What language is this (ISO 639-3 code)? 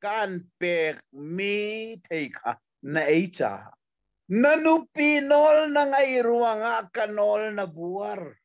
cnh